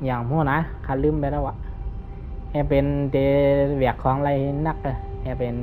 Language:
Shan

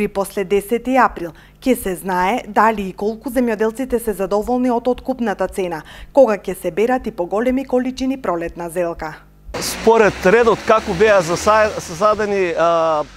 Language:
Macedonian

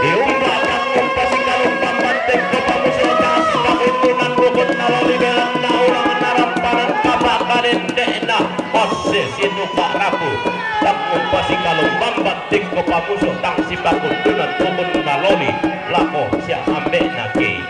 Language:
Toraja-Sa'dan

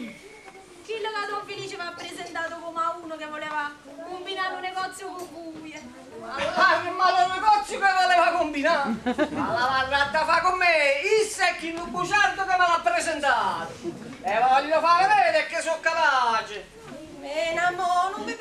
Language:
Neapolitan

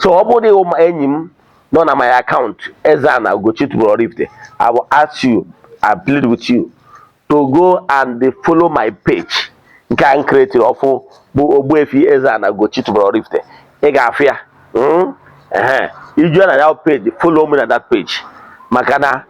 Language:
Igbo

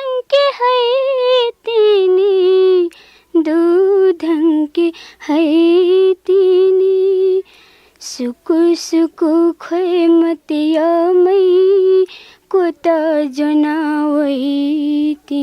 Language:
Newari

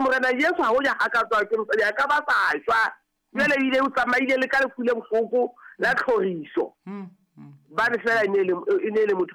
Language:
Southern Sotho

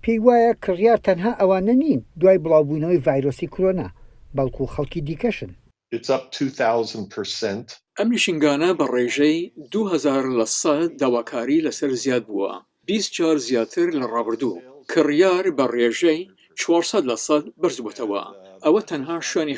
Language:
Central Kurdish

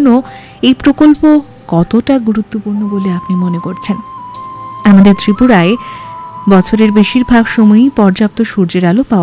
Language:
Bangla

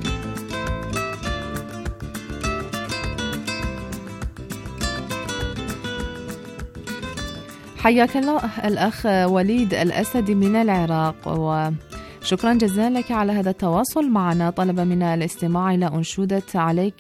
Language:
Arabic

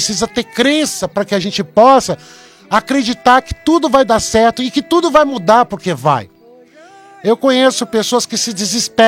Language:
Portuguese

